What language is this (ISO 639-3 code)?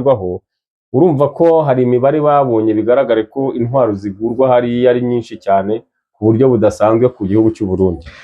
kin